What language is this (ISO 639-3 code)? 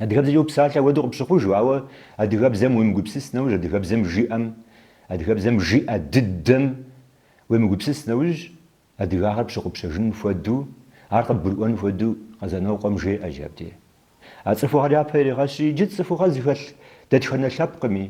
kbd